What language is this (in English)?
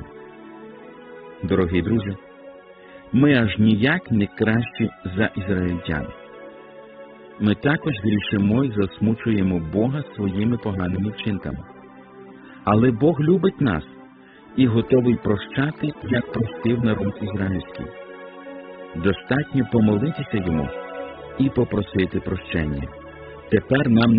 Ukrainian